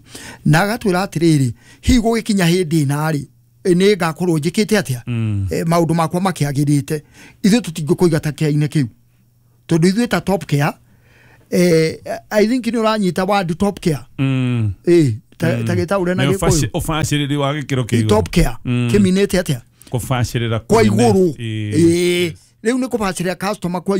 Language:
Kikuyu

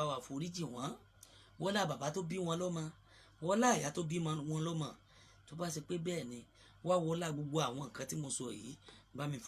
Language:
Yoruba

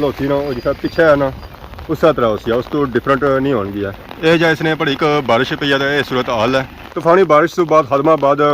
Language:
Pahari-Potwari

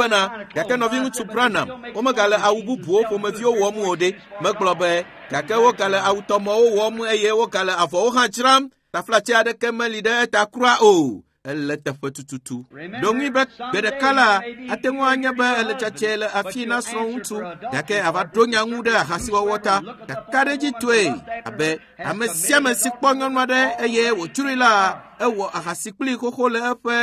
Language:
Ewe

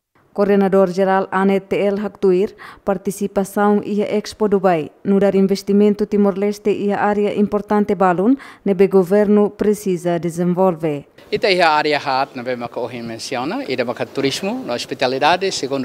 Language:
Tetum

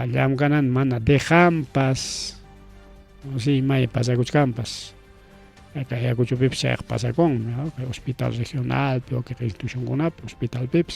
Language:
Ayacucho Quechua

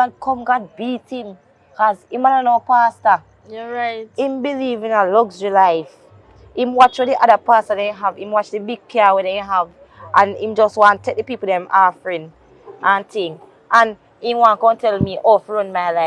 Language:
Jamaican Creole English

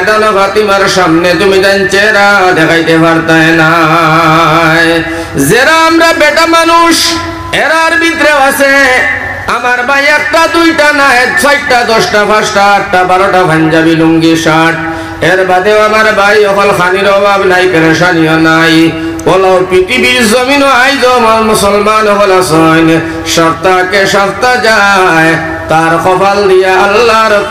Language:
Sylheti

